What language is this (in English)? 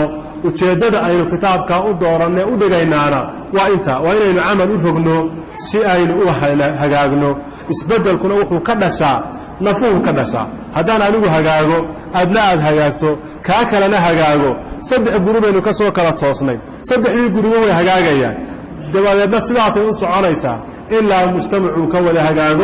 Somali